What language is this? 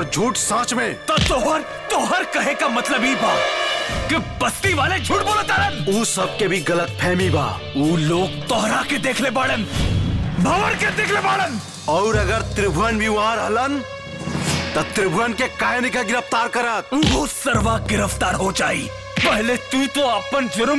Bhojpuri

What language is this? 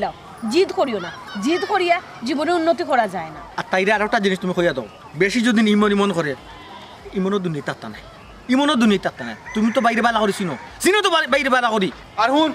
Sylheti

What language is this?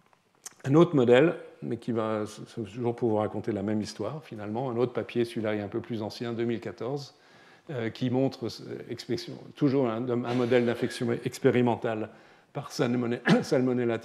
French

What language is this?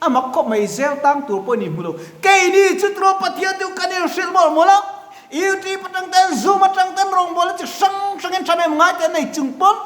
Mizo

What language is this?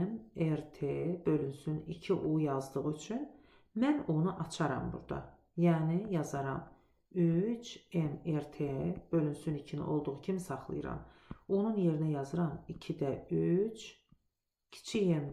Azerbaijani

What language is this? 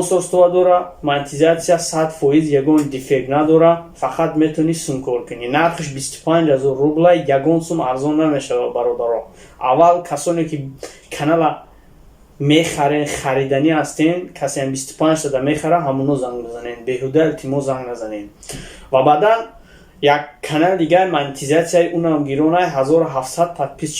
Tajik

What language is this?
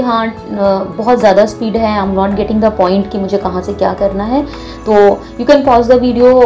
Hindi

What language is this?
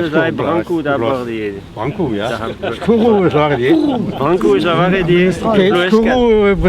Breton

